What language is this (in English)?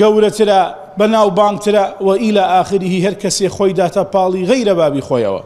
Central Kurdish